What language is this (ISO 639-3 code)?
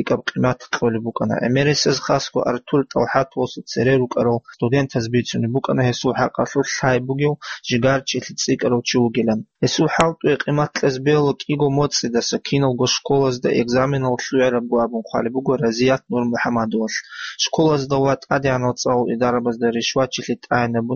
ava